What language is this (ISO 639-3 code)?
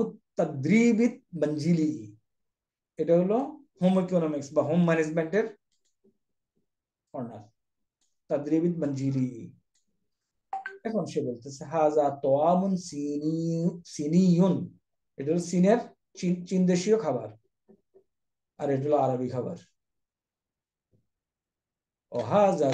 ben